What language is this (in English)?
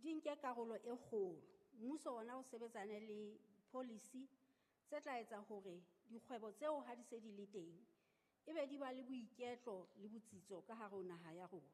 Southern Sotho